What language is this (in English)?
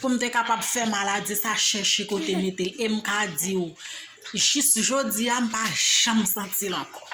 Haitian Creole